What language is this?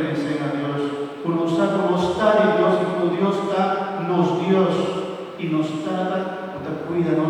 Papiamento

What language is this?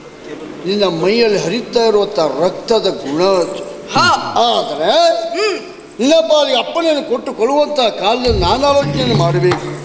Kannada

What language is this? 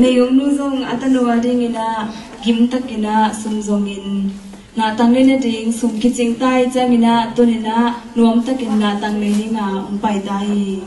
Tedim Chin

